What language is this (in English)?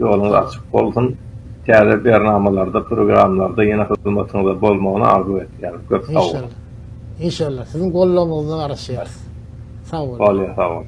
Turkmen